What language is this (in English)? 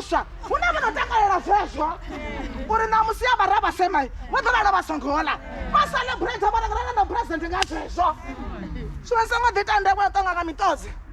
Venda